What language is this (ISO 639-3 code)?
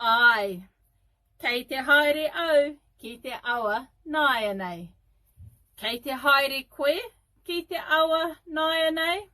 mri